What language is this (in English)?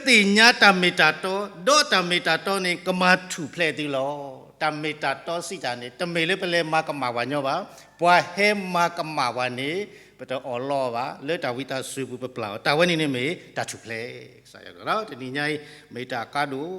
S'gaw Karen